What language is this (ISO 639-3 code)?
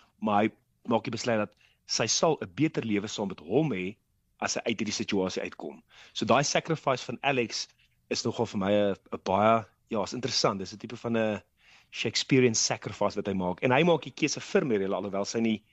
afr